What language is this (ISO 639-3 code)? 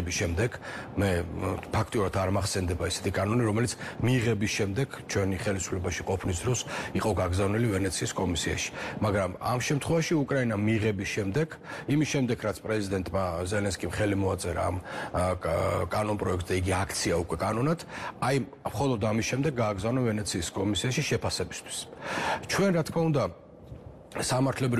kat